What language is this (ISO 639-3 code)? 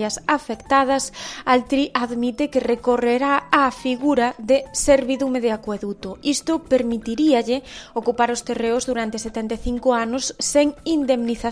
glg